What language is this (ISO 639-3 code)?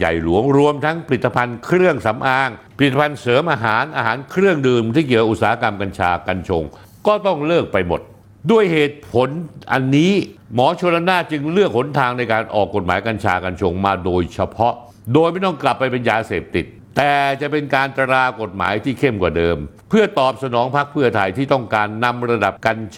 tha